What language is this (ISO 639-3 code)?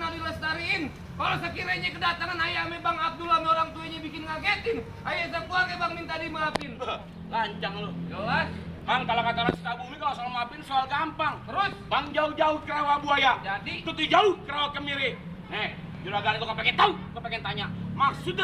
bew